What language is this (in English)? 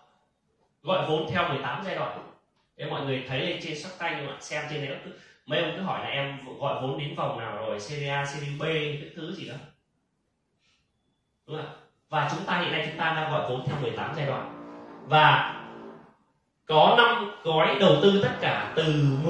Vietnamese